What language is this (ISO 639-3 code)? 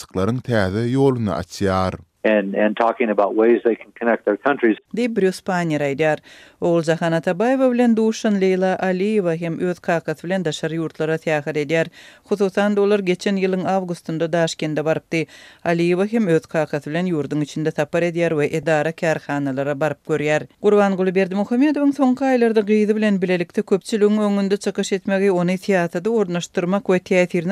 tuk